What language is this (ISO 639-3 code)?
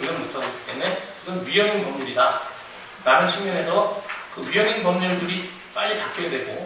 kor